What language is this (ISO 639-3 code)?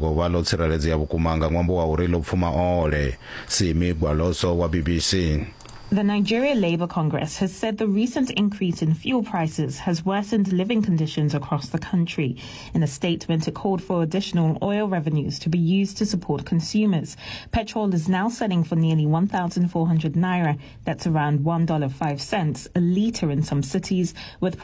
ven